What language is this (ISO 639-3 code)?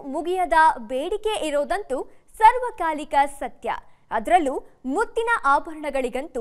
kan